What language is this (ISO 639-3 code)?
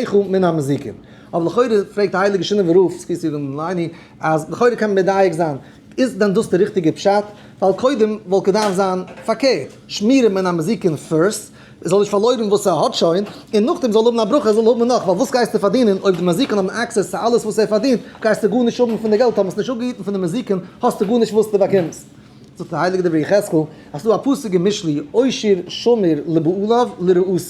yid